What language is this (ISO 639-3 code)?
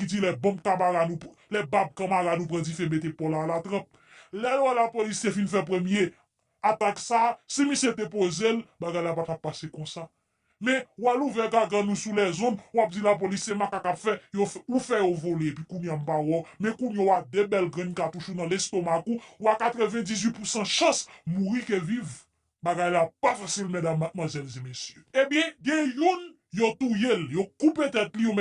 hat